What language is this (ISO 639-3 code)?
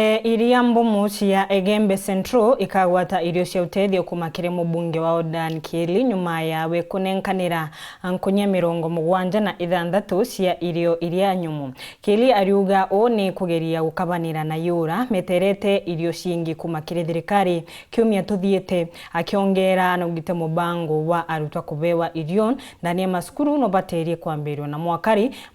mer